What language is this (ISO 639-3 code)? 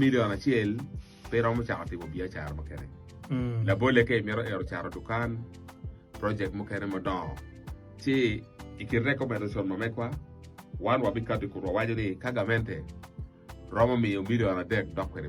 ach